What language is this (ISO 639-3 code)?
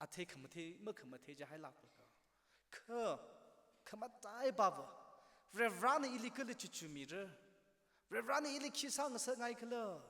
nmf